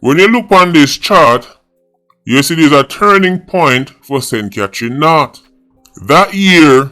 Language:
Jamaican Creole English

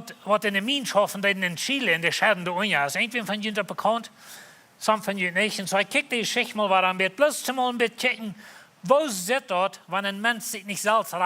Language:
Plautdietsch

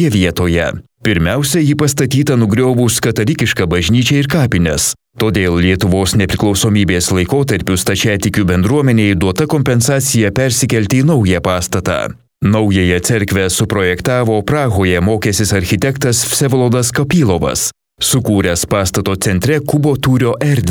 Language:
Lithuanian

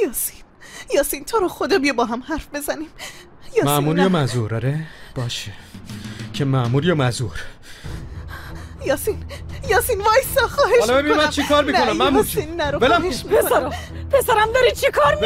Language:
Persian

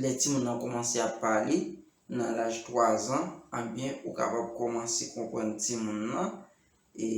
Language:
Haitian Creole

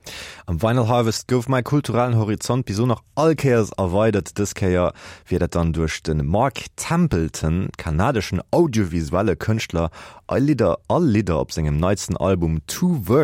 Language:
Luxembourgish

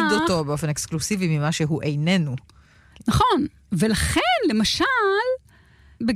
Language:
Hebrew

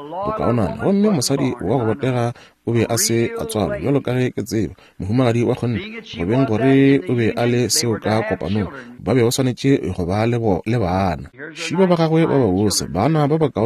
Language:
Northern Sotho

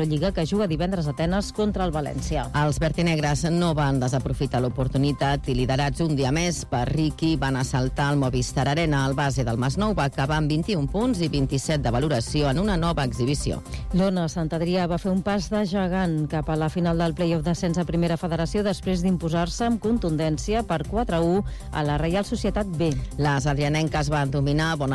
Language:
Catalan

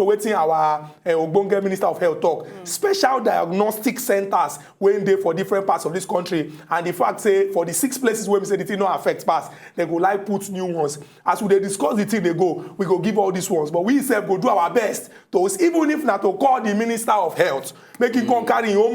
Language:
Nigerian Pidgin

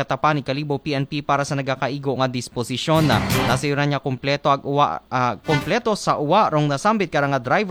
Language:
Aklanon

